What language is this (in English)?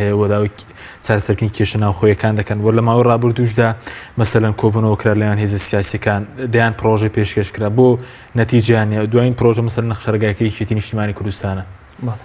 Central Kurdish